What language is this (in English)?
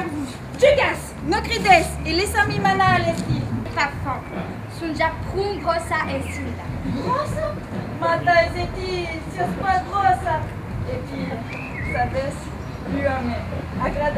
Occitan